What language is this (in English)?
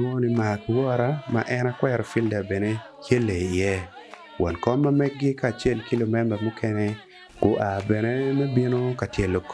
Acoli